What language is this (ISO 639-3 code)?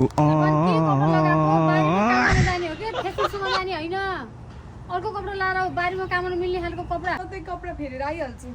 nep